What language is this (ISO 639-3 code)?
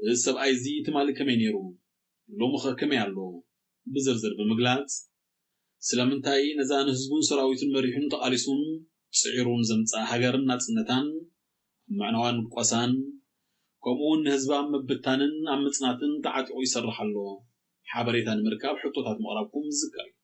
tir